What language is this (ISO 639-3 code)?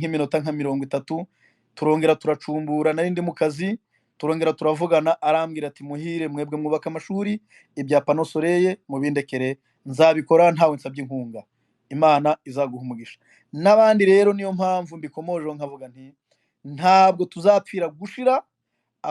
kin